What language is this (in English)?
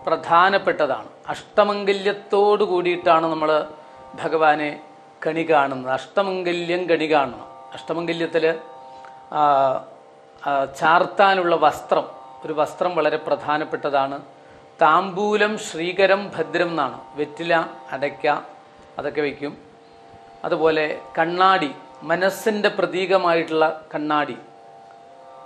Malayalam